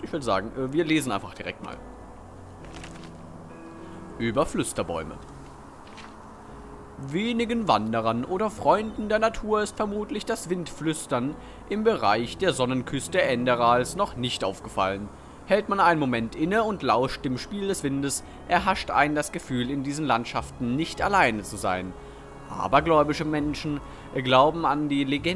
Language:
German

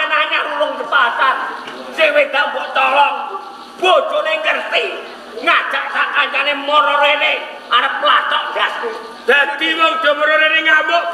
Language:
Javanese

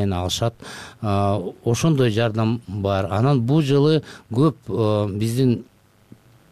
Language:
Kyrgyz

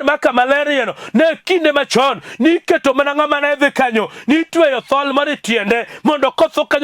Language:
Luo (Kenya and Tanzania)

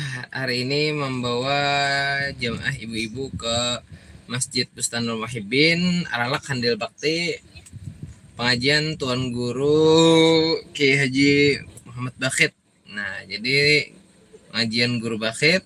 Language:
Banjar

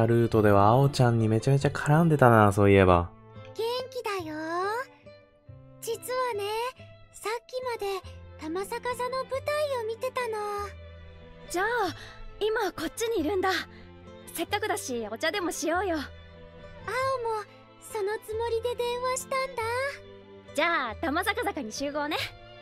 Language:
Japanese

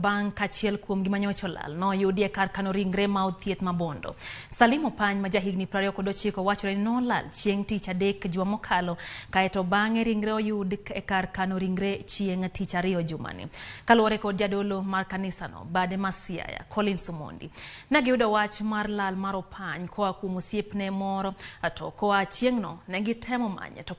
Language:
Luo (Kenya and Tanzania)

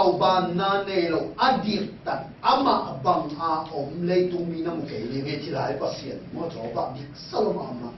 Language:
Tedim Chin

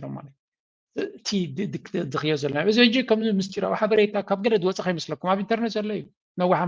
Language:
Tigrinya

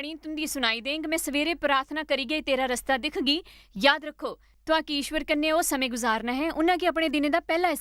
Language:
Dogri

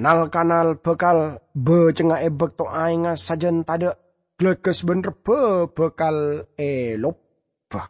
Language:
Madurese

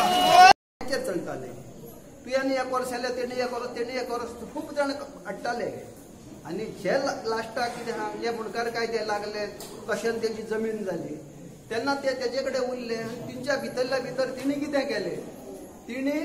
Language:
Konkani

